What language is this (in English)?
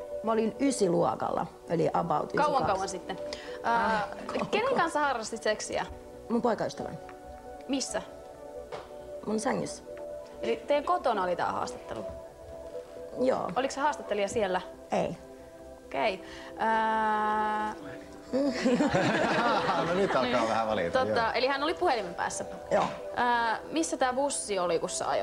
Finnish